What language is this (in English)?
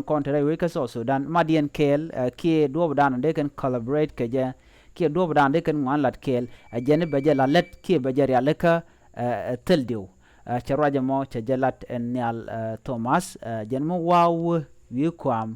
Nuer